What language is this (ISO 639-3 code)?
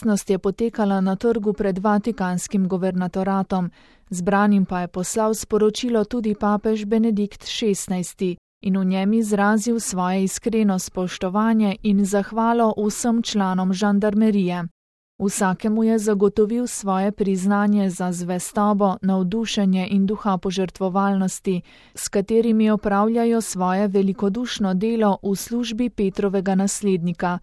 slv